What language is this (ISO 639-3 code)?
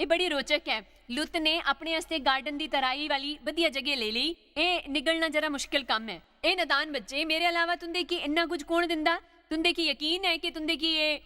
doi